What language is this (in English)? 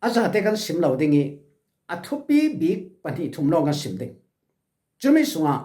Falam Chin